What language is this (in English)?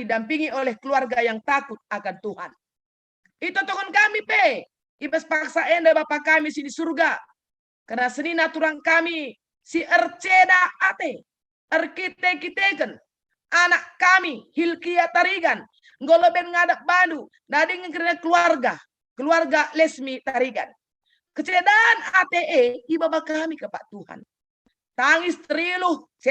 Batak Karo